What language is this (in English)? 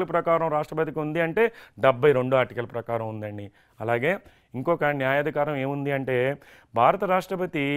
Telugu